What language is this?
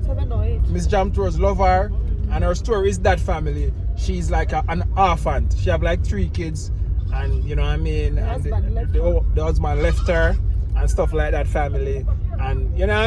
Jamaican Creole English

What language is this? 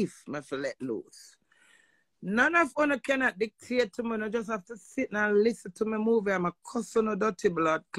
Jamaican Creole English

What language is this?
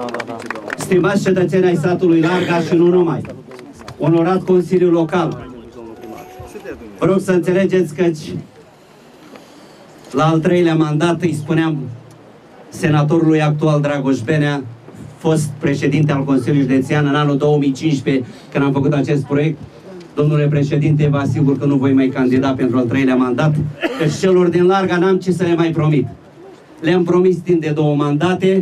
Romanian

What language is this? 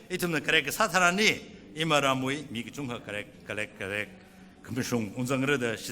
Tangkhul Naga (India)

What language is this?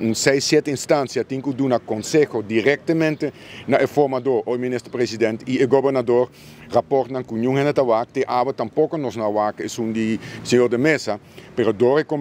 Papiamento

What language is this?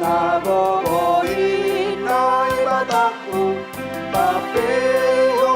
Batak Simalungun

